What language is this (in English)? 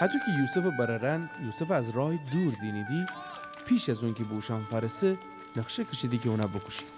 Gilaki